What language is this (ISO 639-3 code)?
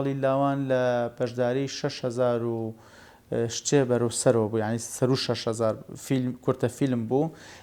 ckb